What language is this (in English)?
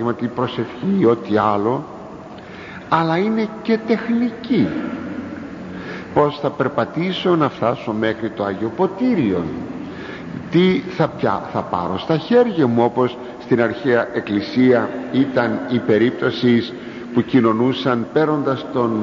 Greek